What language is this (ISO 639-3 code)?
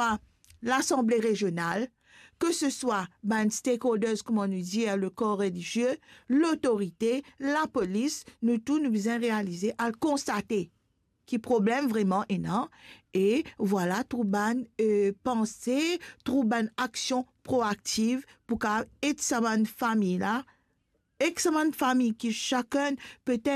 mfe